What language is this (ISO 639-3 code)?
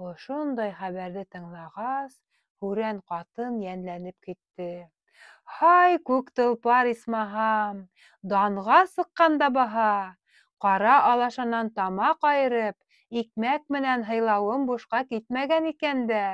bak